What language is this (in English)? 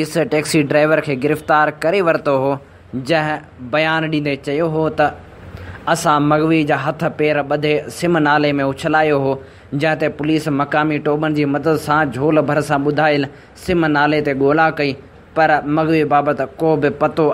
Sindhi